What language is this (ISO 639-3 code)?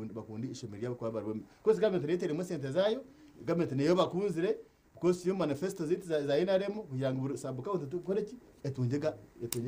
nyn